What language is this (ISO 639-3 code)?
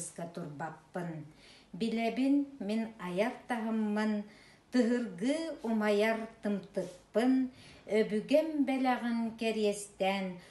sah